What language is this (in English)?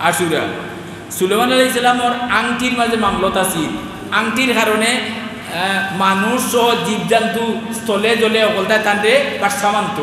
Sylheti